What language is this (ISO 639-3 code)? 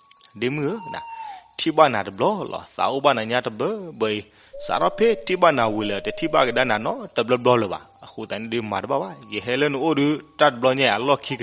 ksw